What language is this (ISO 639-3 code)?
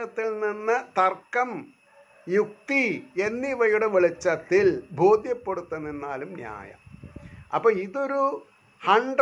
mal